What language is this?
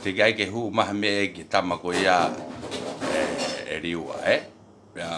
Tongan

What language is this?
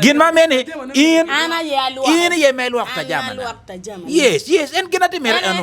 Acoli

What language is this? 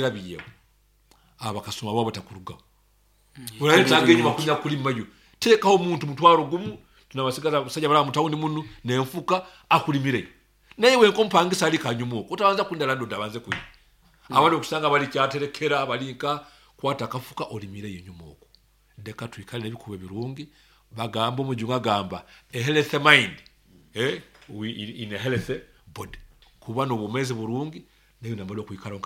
Nyoro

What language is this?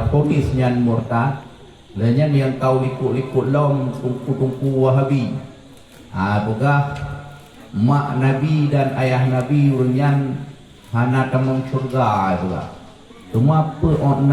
Achinese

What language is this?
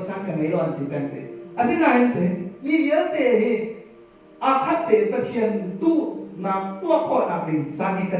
Hakha Chin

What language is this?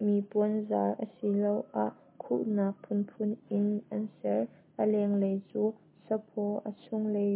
Hakha Chin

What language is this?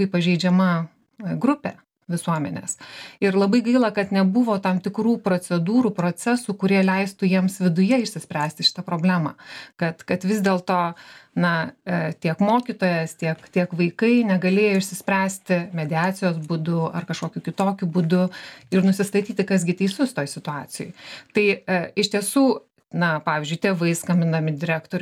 Lithuanian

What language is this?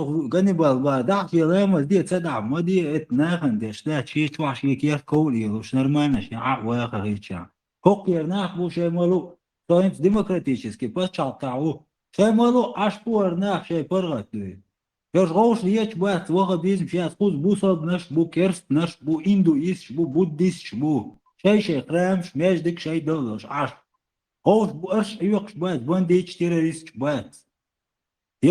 Chechen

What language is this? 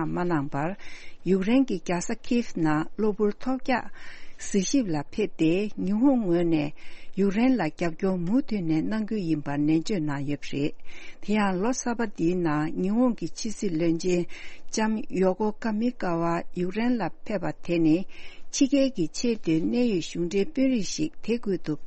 Tibetan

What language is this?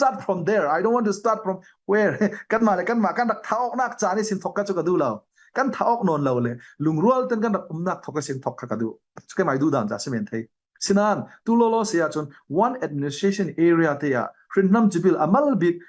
Falam Chin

